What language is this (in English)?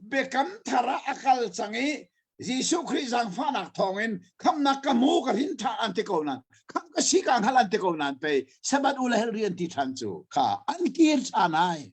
Hakha Chin